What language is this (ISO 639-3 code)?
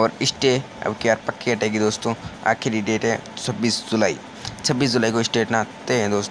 hin